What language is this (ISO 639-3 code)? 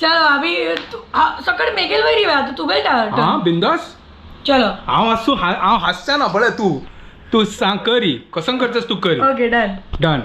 kok